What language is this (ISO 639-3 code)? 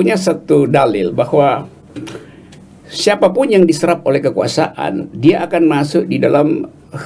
ind